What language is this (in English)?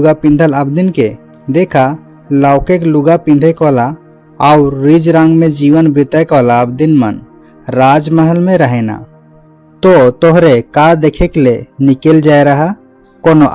Sadri